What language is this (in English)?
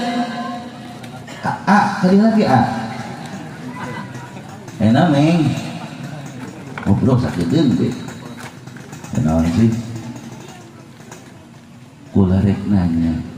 Indonesian